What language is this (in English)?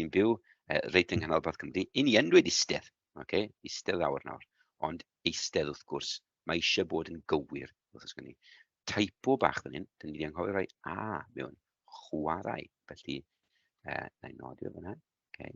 Welsh